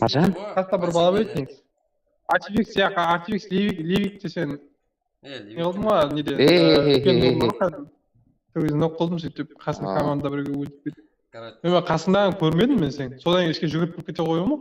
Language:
Kara-Kalpak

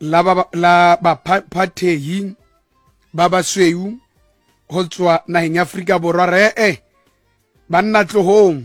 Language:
Tswana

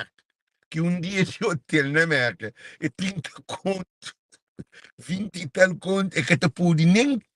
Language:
Kabuverdianu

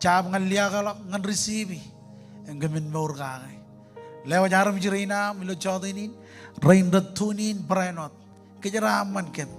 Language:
Marshallese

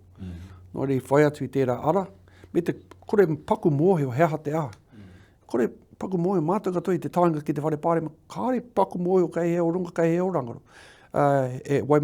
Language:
Māori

